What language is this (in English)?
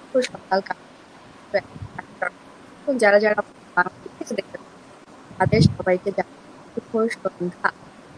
Bangla